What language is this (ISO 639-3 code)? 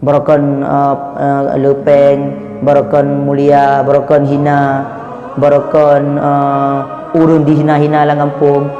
ace